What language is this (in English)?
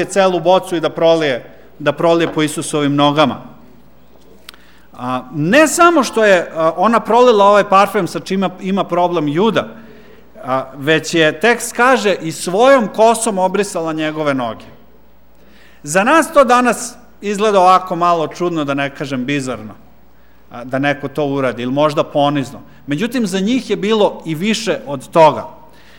Serbian